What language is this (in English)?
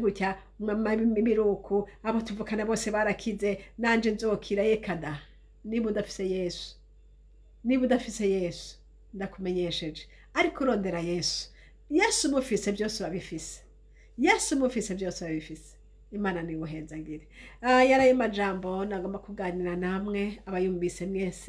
Rundi